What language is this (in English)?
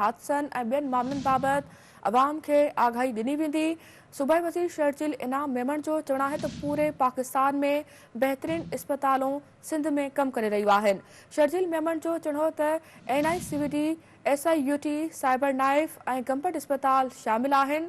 Sindhi